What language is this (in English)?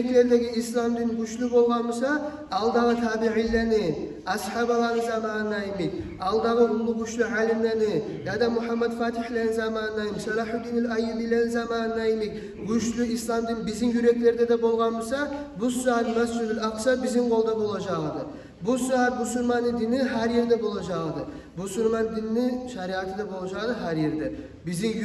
Kumyk